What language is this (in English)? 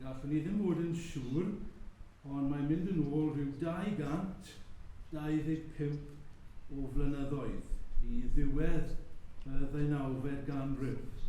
Welsh